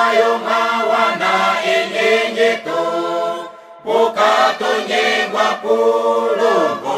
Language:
Ndonga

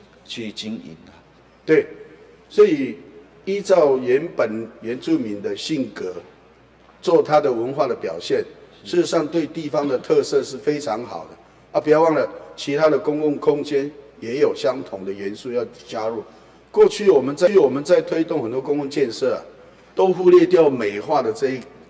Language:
Chinese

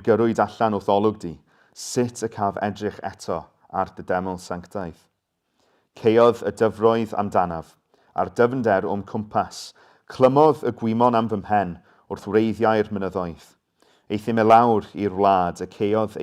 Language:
Welsh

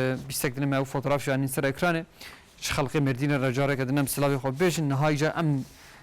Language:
Kurdish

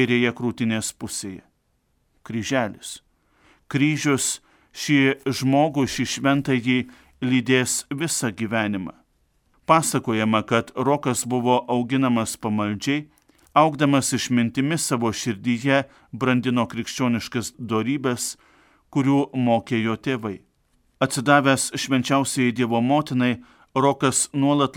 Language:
Lithuanian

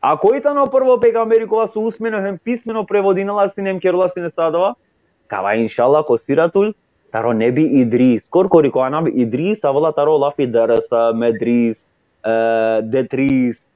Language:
Balkan Romani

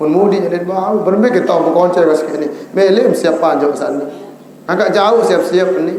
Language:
Sasak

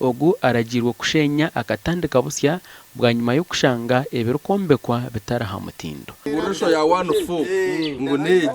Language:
Nyankole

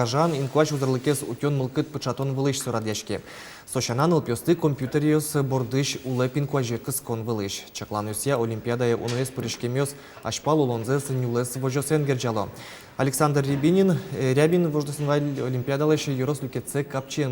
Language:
Udmurt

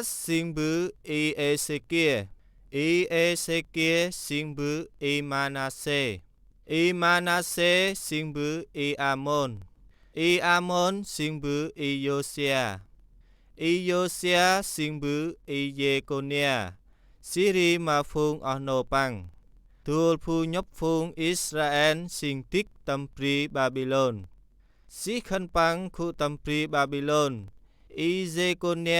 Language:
Central Mnong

